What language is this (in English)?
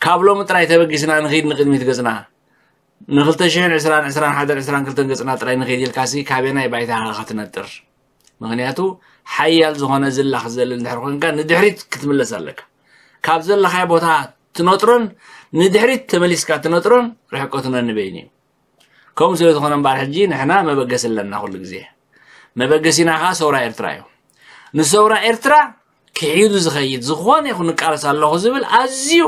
Tigrinya